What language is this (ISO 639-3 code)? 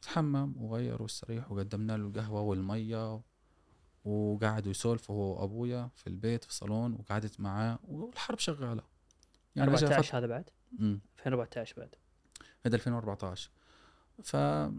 afb